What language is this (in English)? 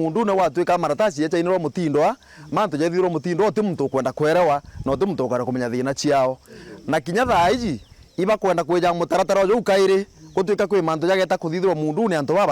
Meru